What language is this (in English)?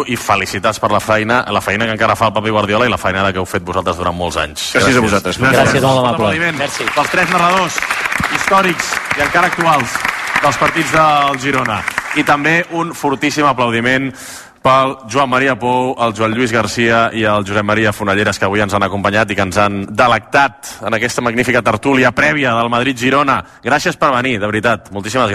Catalan